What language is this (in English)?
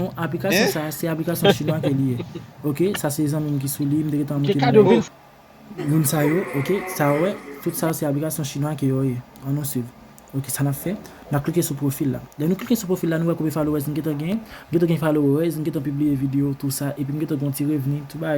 Haitian Creole